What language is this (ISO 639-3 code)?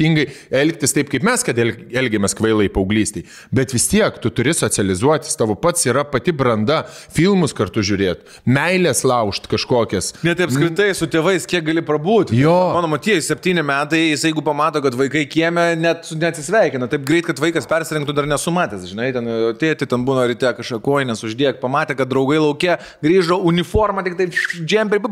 lit